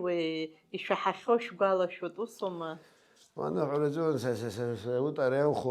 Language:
Abkhazian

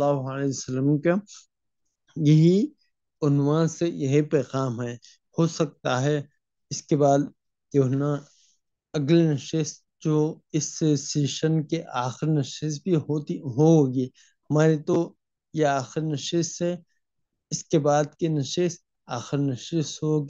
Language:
Urdu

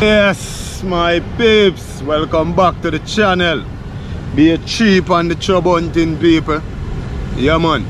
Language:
Jamaican Creole English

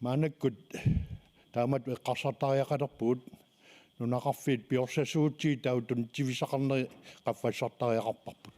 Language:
Kalaallisut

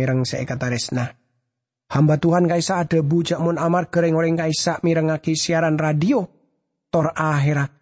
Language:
Madurese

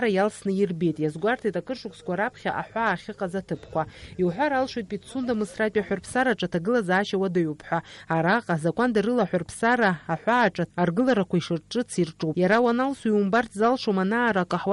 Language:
Abkhazian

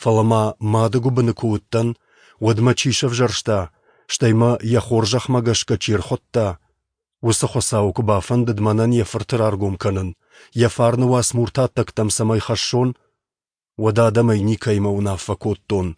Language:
Ossetic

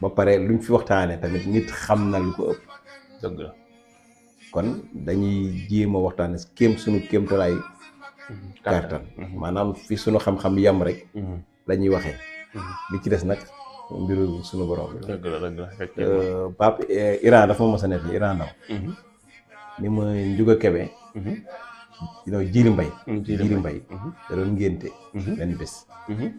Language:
Wolof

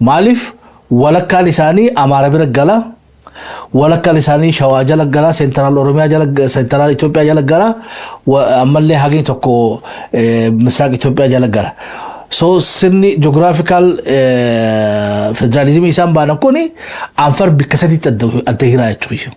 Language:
Oromo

